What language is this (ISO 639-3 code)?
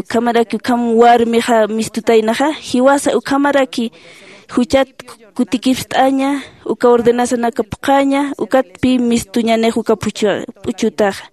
aym